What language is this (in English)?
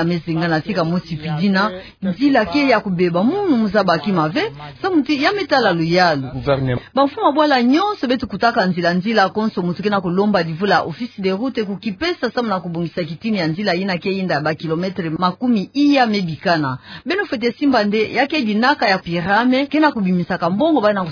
Kituba (Democratic Republic of Congo)